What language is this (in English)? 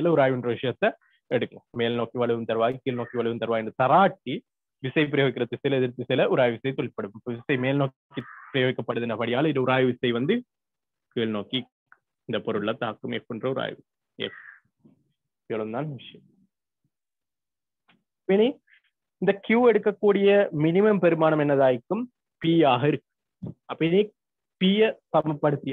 Tamil